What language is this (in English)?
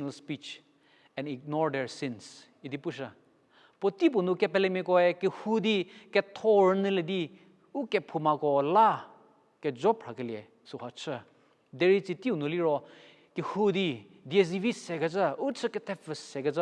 Angami Naga